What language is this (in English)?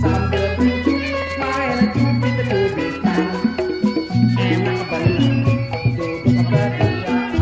Betawi